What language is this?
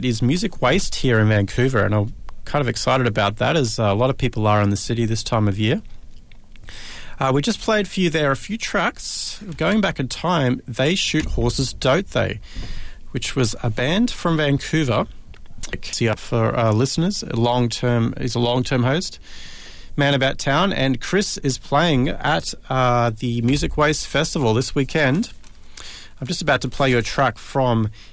English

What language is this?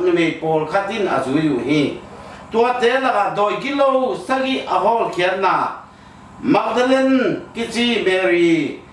Tedim Chin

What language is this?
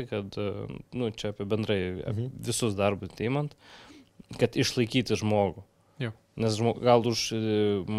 Lithuanian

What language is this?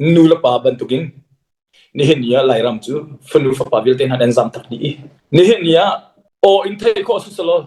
Hakha Chin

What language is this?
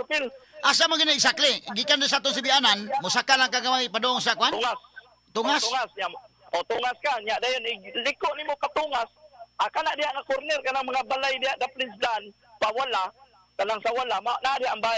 Cebuano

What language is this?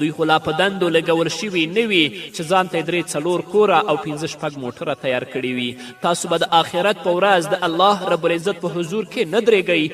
Pashto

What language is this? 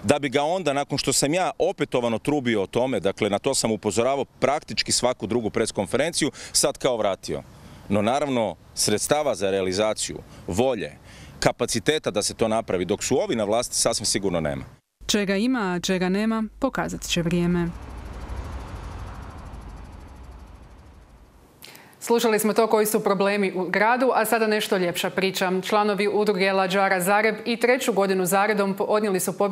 Croatian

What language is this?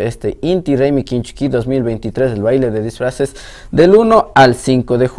Imbabura Highland Quichua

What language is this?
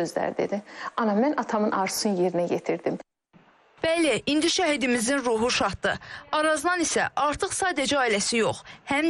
Azerbaijani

